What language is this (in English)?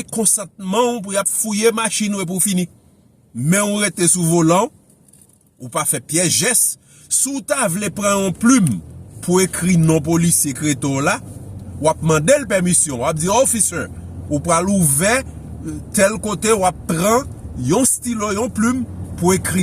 Haitian Creole